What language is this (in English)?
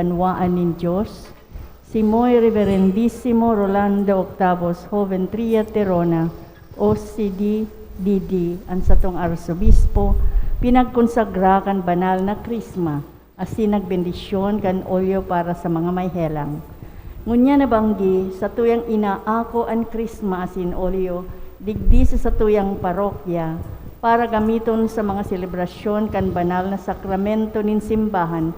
Bikol